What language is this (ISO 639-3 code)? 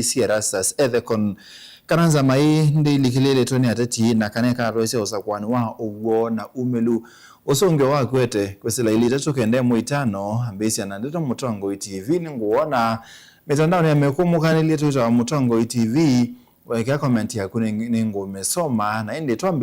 kam